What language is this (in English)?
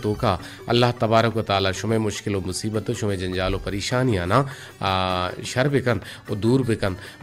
Baluchi